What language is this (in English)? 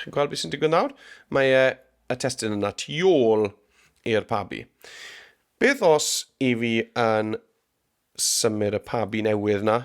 Welsh